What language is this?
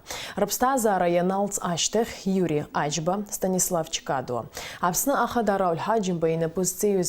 Abkhazian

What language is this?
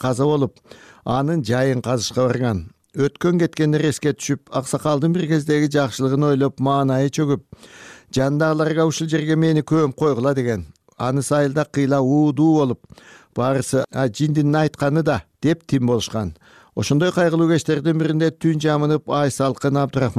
Kyrgyz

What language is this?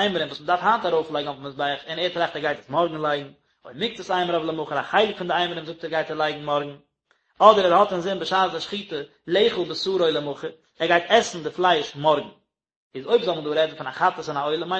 Yiddish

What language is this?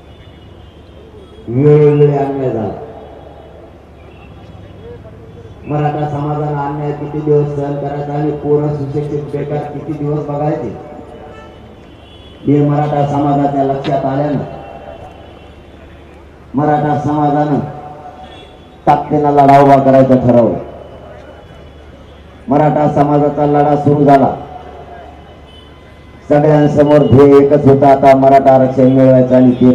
Marathi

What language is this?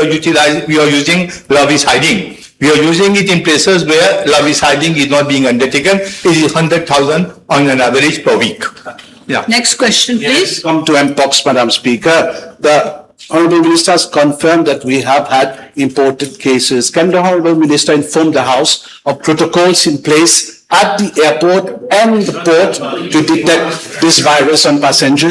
Morisyen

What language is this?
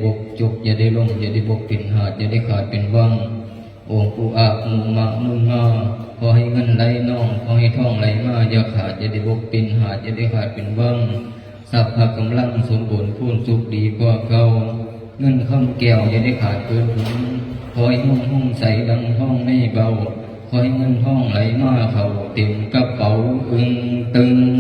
Lao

